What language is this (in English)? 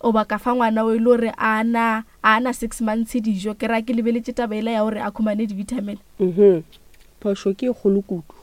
Northern Sotho